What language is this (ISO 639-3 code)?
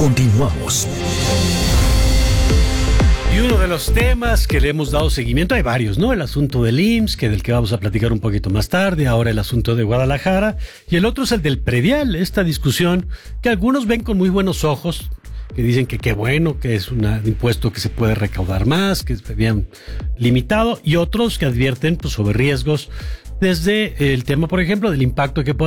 spa